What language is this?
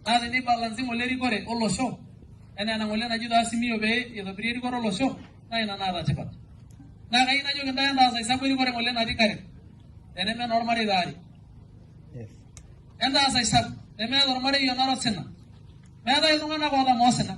Masai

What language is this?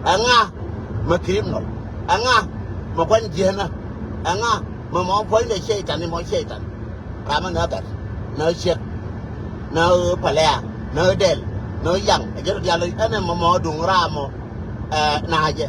Nuer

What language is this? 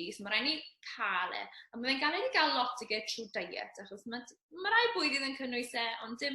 Welsh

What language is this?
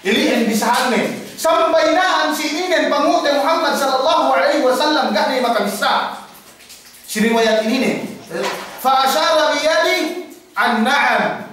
Yakan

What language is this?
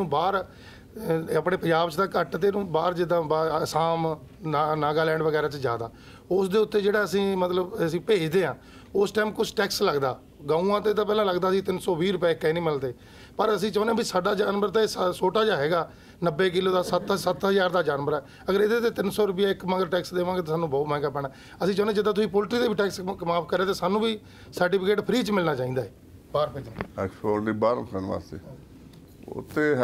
Punjabi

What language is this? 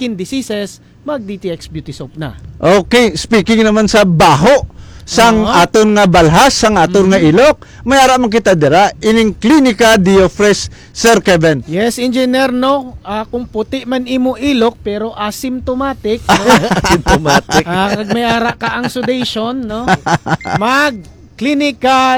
Hiligaynon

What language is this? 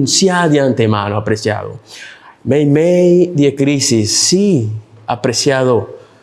Papiamento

